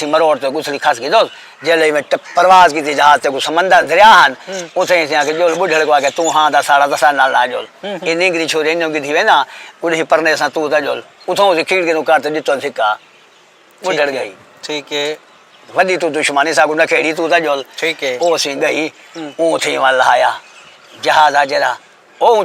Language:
Saraiki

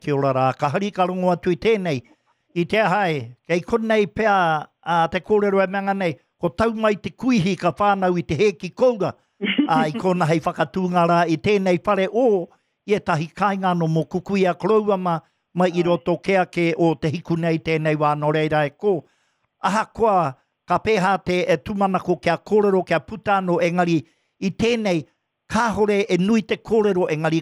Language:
Māori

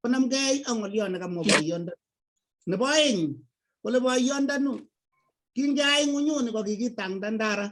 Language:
Kalenjin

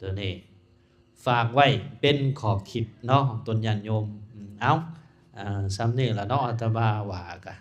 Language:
Lao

